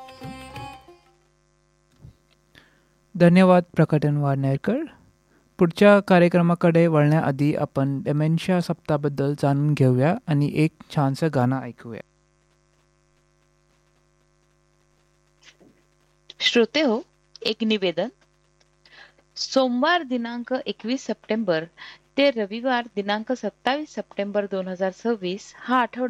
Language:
Marathi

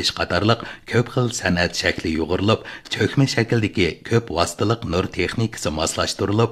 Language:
Uyghur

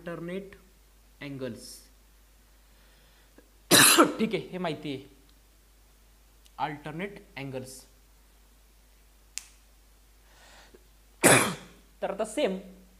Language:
Marathi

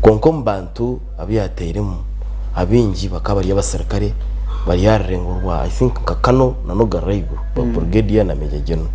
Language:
Nyankole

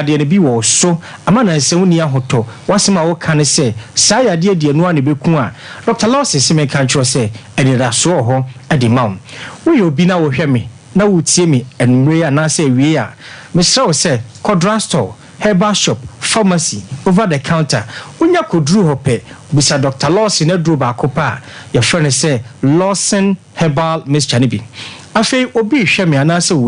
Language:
Akan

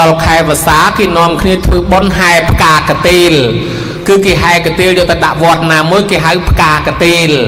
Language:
Khmer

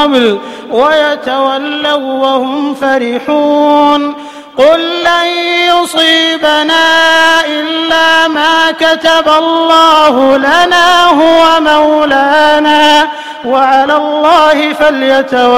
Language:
Arabic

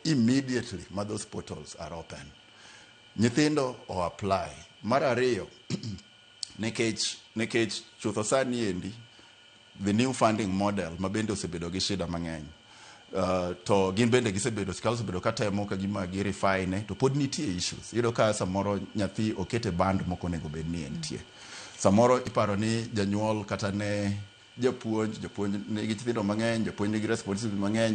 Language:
Luo (Kenya and Tanzania)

